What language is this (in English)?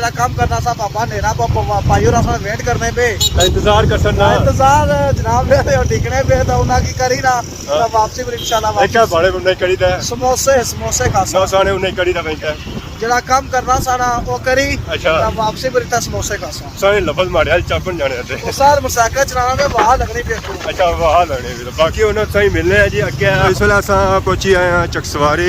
Pahari-Potwari